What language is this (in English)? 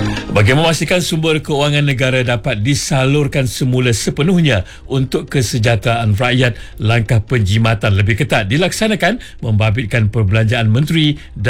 Malay